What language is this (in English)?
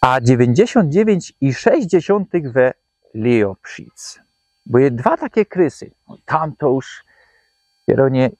Silesian